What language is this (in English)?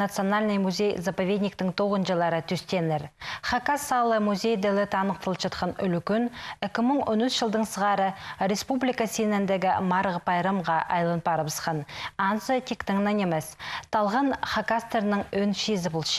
Khakas